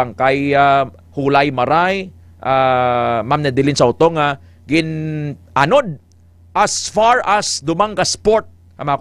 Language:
Hiligaynon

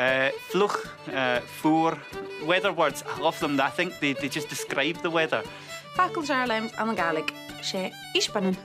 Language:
Scottish Gaelic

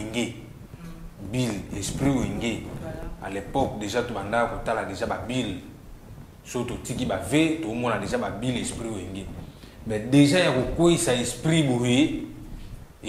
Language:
Lingala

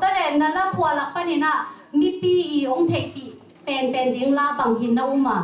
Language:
Tedim Chin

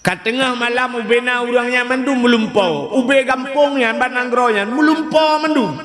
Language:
Achinese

